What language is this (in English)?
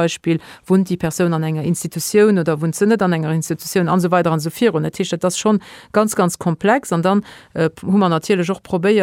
Luxembourgish